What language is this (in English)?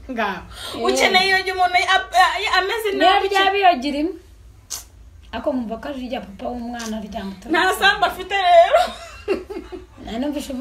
Kinyarwanda